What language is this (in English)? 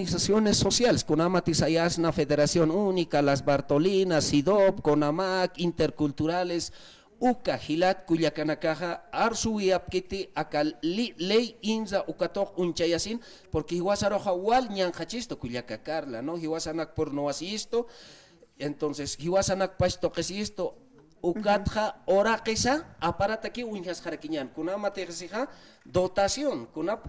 Aymara